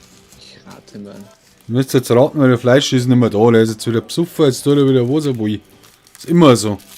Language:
Bavarian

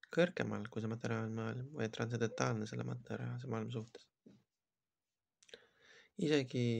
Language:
Estonian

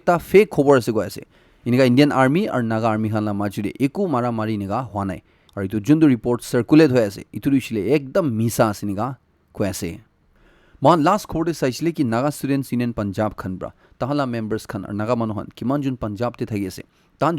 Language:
Naga Pidgin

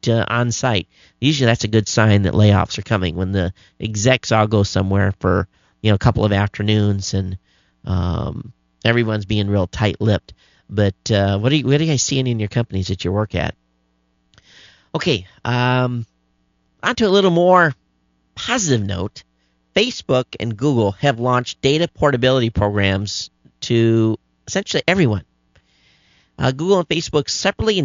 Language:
English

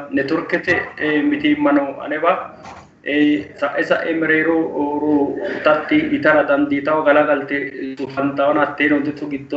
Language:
Sidamo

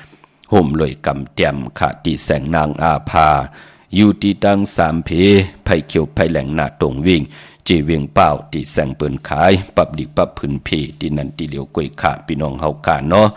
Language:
Shan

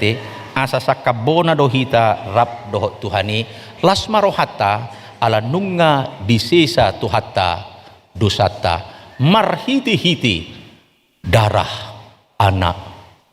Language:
Batak Toba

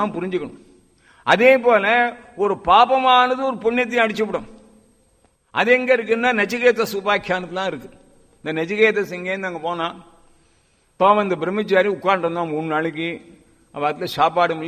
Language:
Tamil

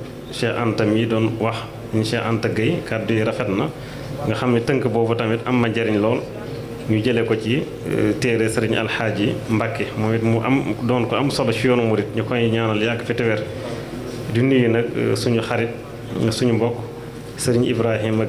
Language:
Wolof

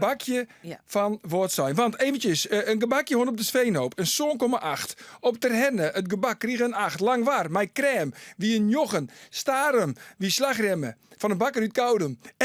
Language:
Western Frisian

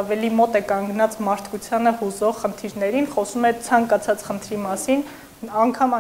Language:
Armenian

